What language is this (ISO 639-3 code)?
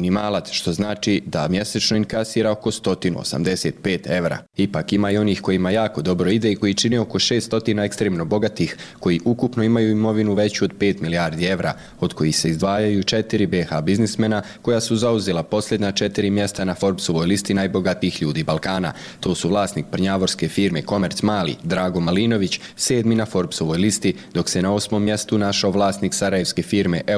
bos